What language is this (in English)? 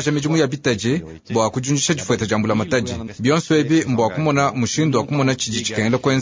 Luba-Lulua